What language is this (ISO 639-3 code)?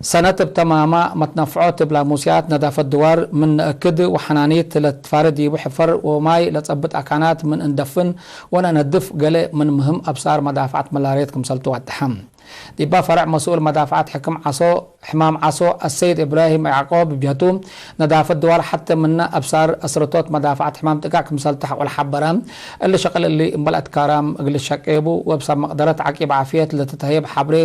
tig